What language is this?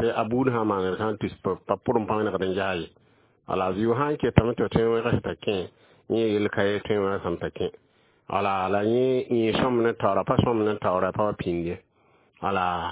Mossi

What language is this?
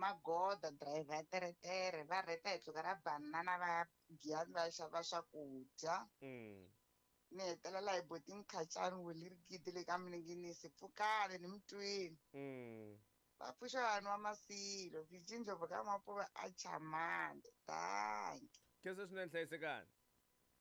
Tsonga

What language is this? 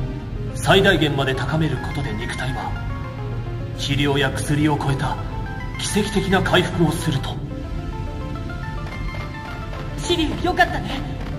Japanese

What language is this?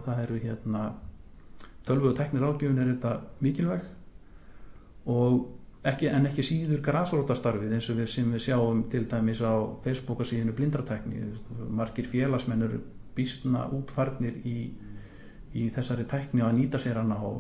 Icelandic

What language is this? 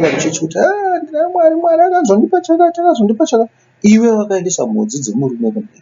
Shona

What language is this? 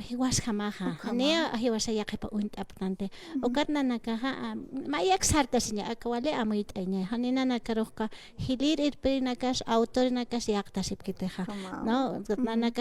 Aymara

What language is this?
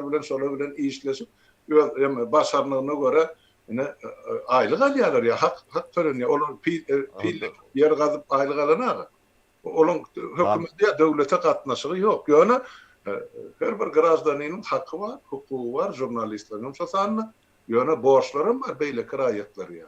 Turkmen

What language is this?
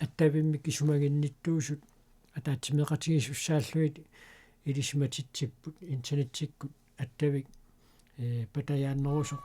Kalaallisut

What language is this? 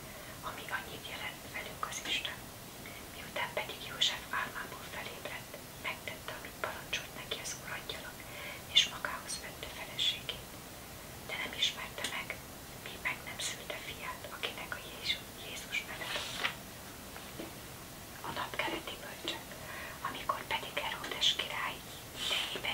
Hungarian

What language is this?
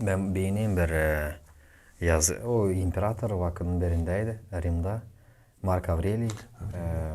Gagauz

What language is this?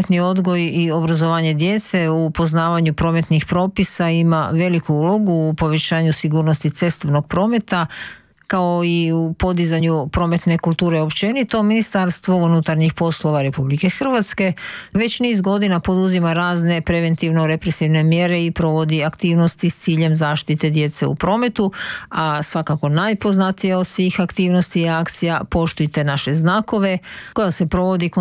Croatian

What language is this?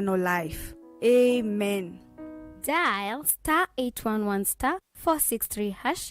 Kamba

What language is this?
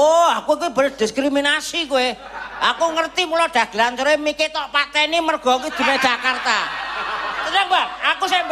Javanese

